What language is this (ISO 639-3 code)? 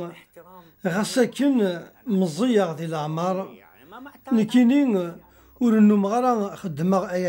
kab